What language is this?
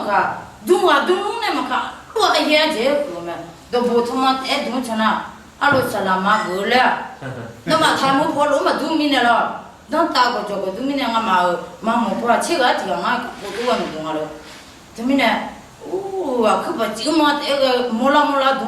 Akha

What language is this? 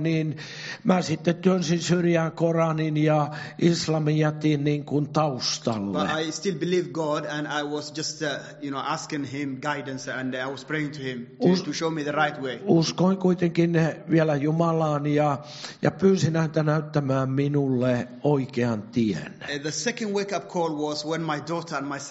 Finnish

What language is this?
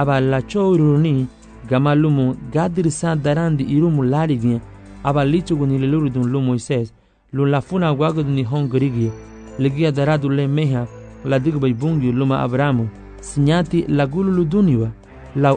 Garifuna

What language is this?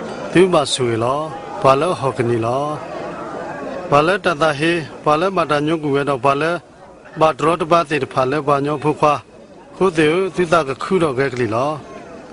S'gaw Karen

